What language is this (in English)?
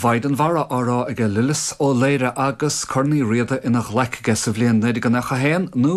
Irish